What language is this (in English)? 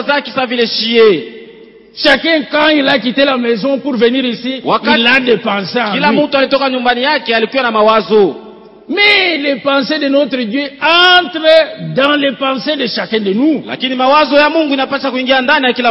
Swahili